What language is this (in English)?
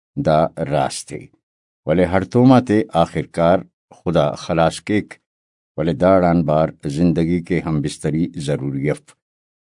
Brahui